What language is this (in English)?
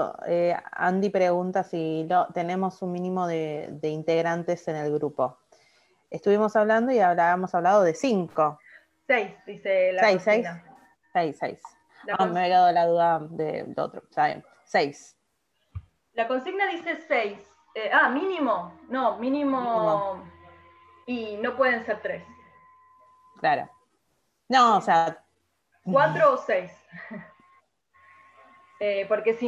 Spanish